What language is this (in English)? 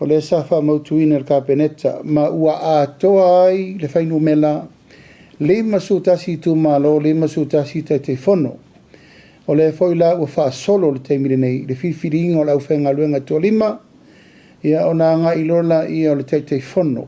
Samoan